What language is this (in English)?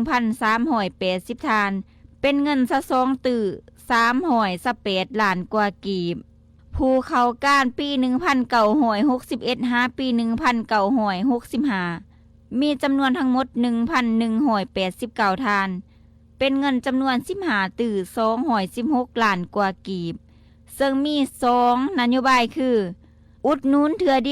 Lao